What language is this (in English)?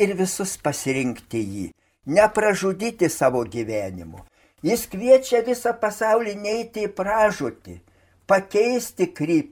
Lithuanian